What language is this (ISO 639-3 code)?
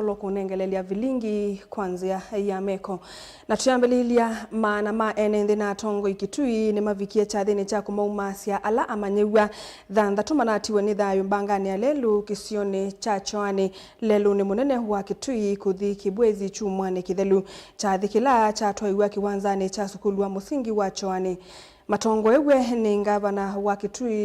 kam